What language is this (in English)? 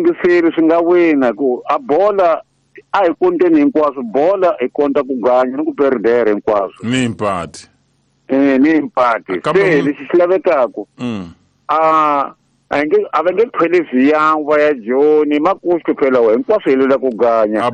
Tsonga